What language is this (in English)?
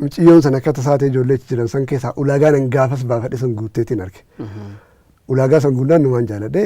Oromo